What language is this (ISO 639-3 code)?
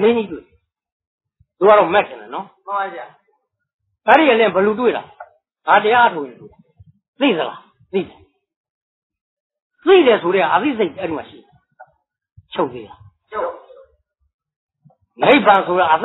mya